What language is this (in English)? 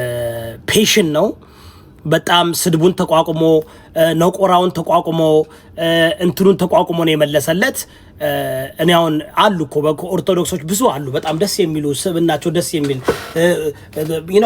Amharic